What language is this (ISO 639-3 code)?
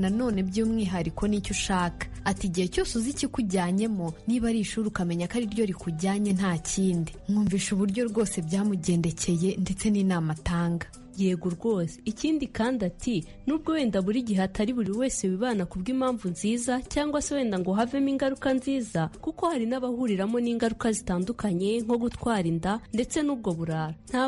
kin